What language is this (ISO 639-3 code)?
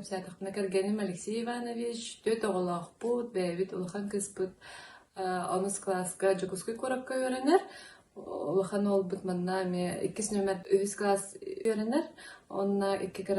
sah